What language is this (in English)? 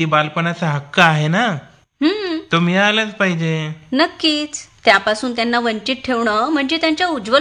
Marathi